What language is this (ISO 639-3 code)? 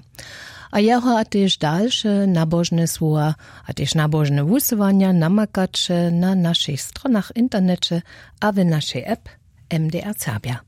hsb